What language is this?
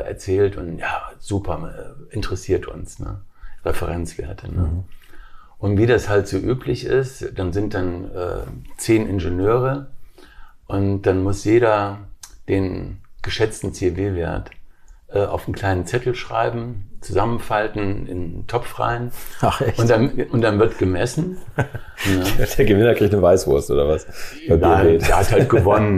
German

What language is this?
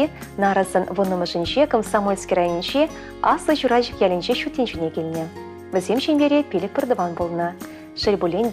Chuvash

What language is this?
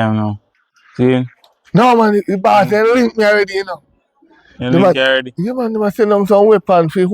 Jamaican Creole English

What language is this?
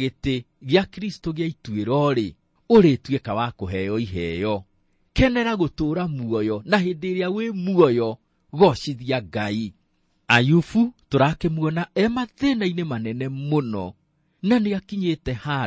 Kikuyu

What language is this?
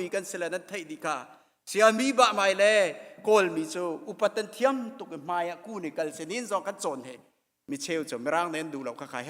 Hakha Chin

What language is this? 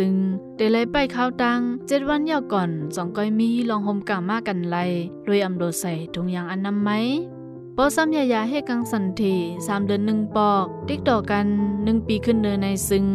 Shan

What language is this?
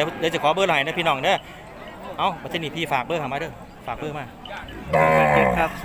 Northeastern Thai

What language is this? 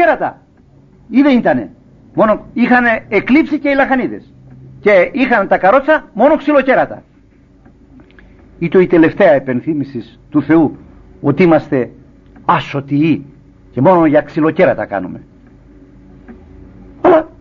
Greek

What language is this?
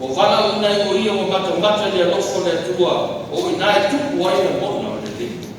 Samoan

